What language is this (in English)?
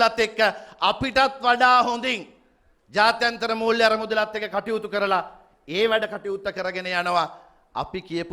Sinhala